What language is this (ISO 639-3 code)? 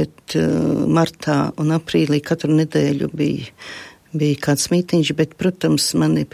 lav